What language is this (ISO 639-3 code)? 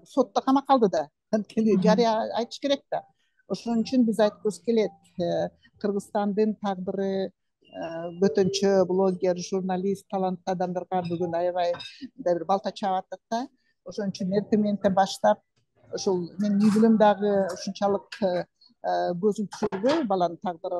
kir